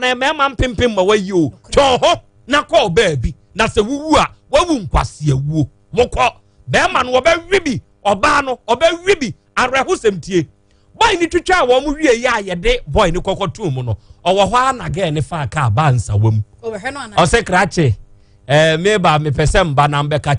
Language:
Akan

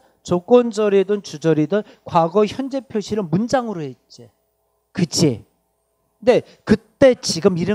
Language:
Korean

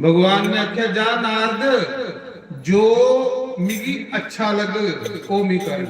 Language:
Dogri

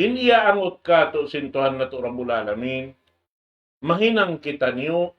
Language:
Tausug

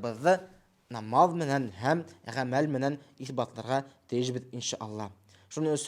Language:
Bashkir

